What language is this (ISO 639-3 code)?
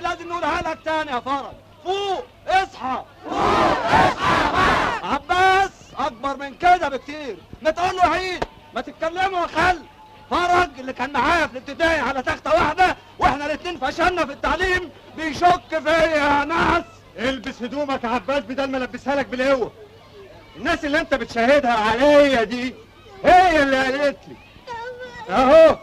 arz